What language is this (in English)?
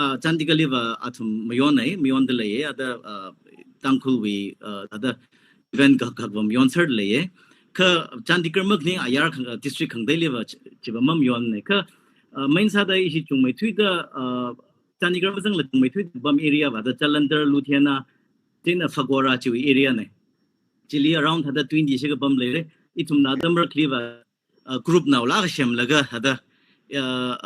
Tangkhul Naga (India)